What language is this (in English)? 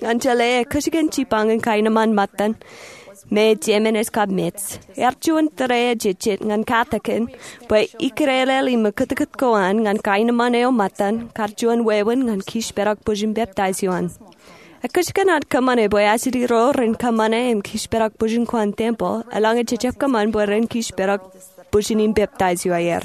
Marshallese